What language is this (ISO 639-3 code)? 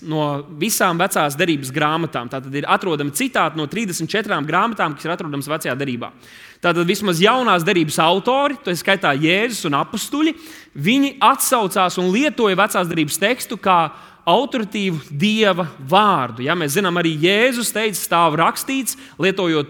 lav